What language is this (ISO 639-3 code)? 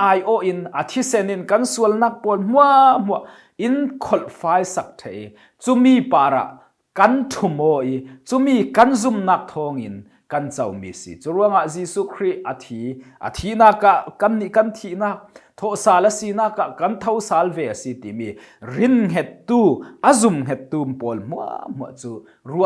cfm